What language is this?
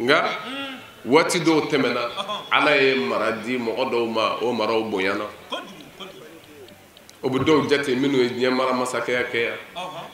Bambara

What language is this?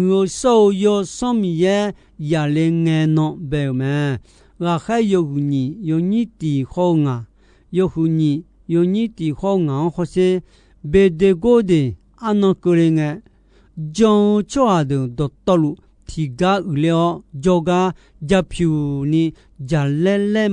Akha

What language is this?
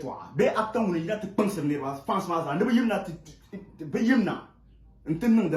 Dagbani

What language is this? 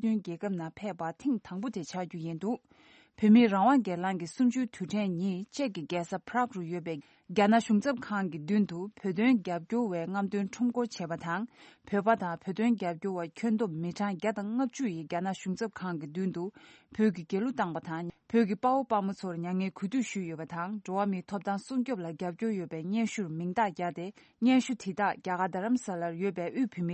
Tibetan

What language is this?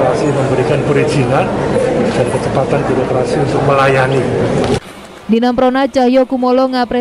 Indonesian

